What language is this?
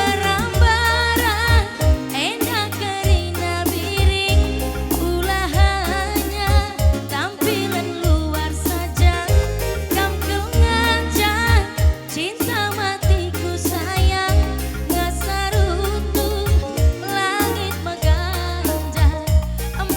Batak Karo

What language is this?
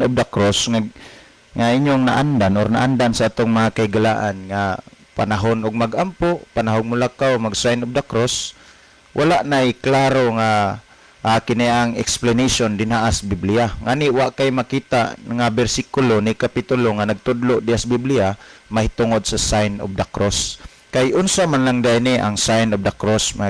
Cebuano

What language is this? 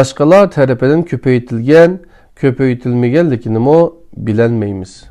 Uyghur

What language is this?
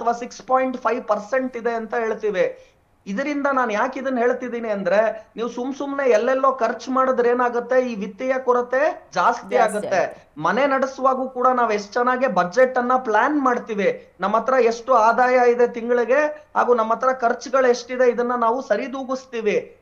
Kannada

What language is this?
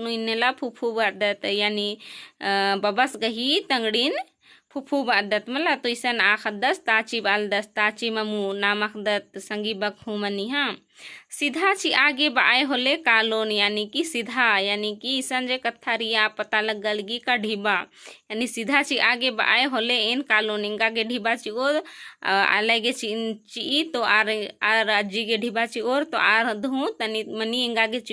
Kurukh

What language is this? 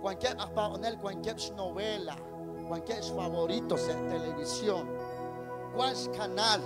Kekchí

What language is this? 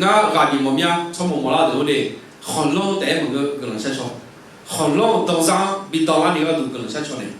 Akha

